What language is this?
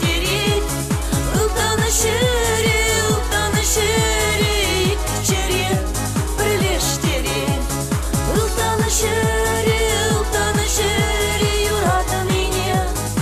Chuvash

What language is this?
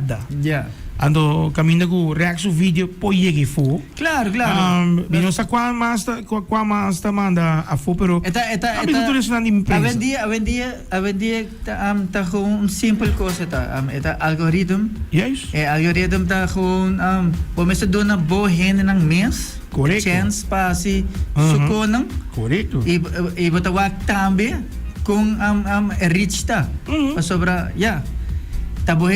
Papiamento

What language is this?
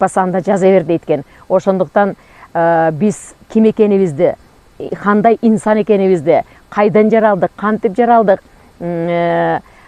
Kyrgyz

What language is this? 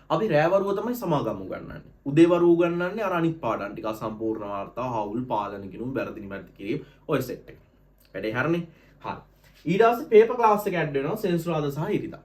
Sinhala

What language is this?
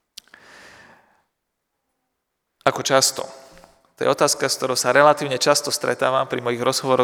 Slovak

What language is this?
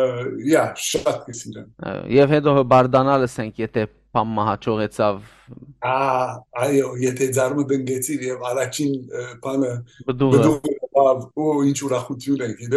Western Armenian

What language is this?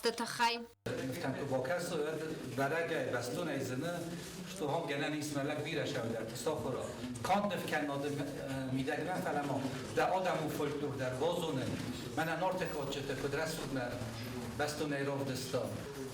Ossetic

